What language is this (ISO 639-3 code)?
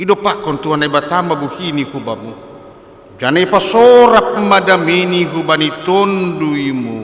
bts